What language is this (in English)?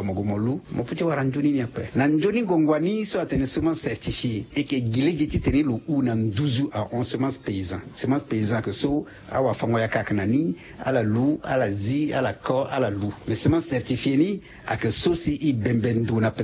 Sango